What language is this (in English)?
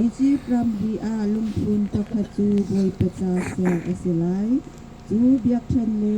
Hakha Chin